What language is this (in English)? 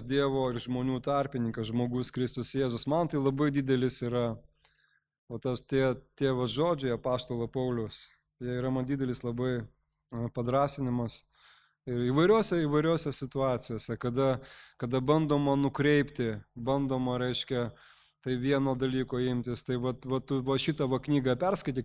Lithuanian